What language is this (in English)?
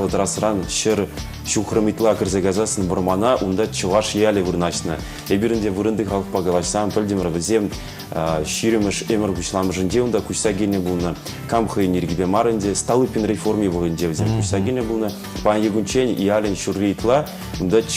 Chuvash